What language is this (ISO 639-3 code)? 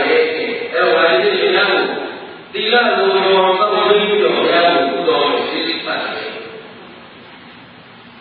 mya